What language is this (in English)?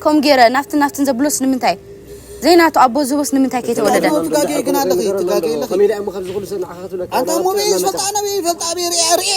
Tigrinya